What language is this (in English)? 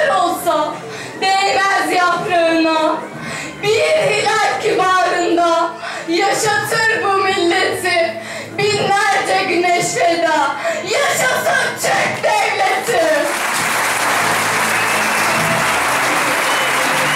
Turkish